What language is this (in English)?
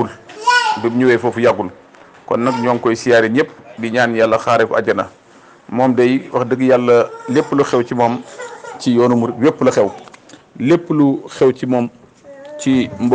Wolof